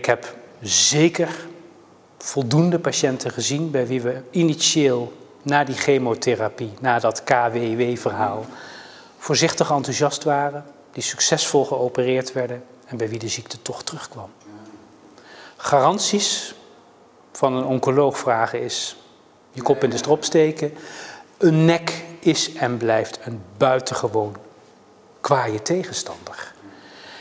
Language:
Dutch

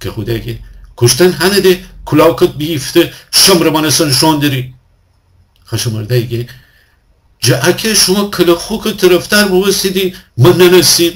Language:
Gilaki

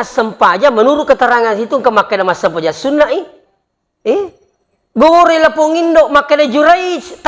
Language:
Buginese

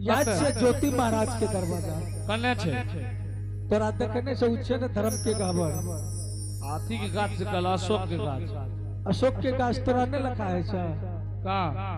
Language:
Angika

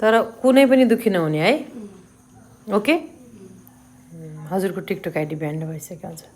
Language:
Nepali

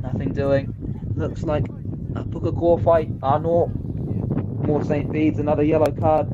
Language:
Māori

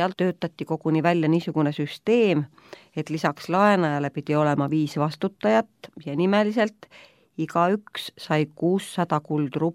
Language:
Estonian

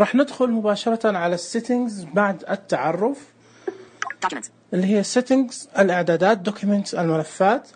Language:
Najdi Arabic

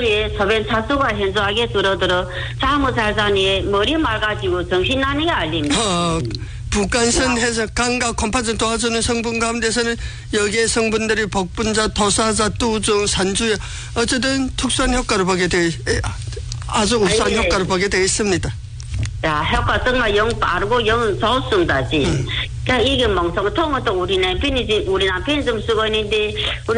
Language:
Korean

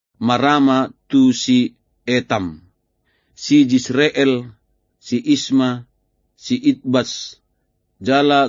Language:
Batak Toba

